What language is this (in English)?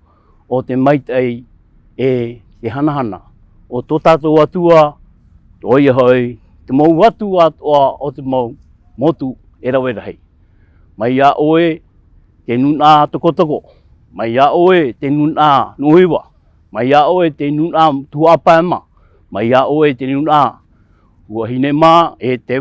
Tahitian